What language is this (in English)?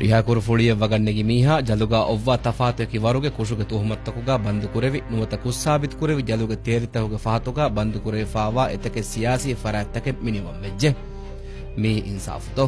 Divehi